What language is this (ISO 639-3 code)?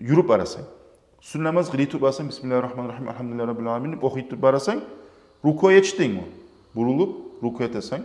kum